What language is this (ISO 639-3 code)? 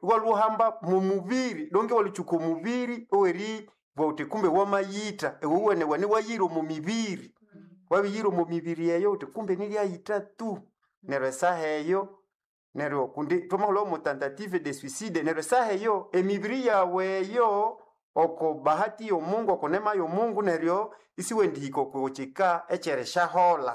nnb